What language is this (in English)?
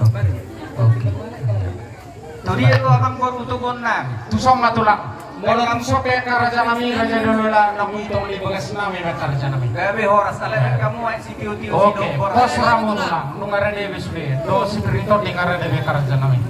Batak Toba